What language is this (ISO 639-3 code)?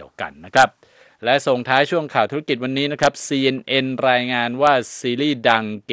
tha